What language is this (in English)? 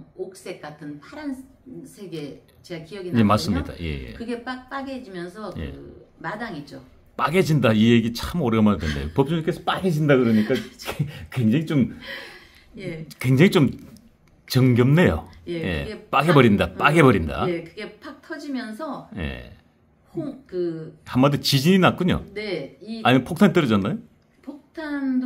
Korean